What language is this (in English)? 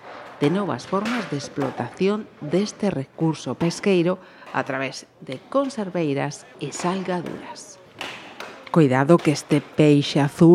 Galician